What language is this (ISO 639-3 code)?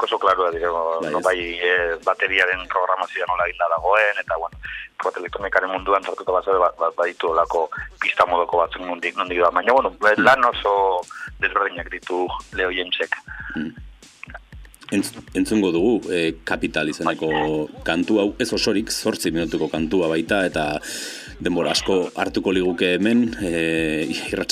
eus